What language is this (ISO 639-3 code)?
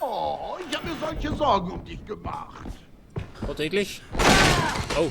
bar